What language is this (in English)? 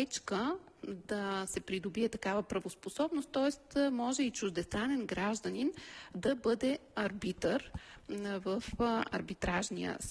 Bulgarian